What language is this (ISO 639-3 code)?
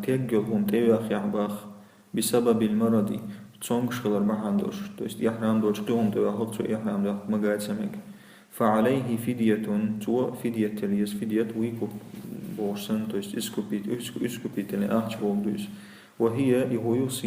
che